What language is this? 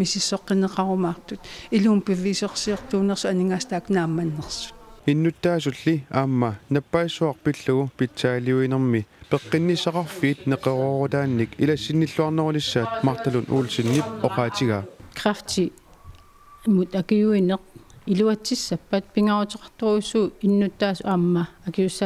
Kalaallisut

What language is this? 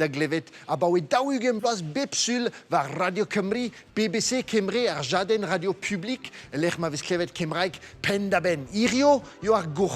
Breton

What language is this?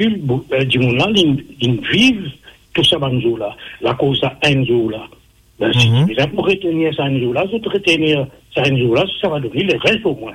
Morisyen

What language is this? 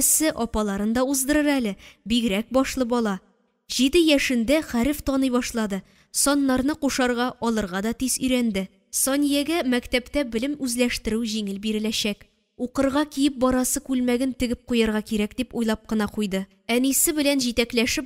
Tatar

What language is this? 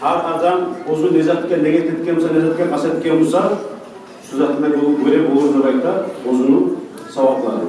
Kumyk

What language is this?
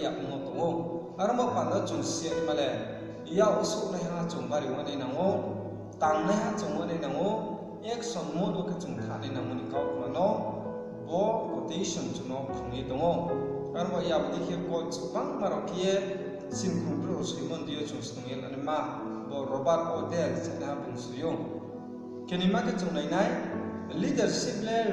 Riang (India)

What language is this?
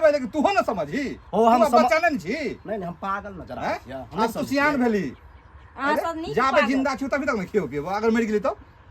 Maithili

